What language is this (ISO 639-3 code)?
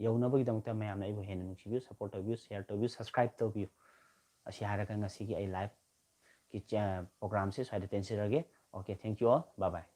mni